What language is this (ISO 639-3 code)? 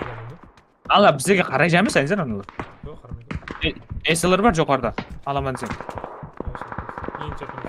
kaa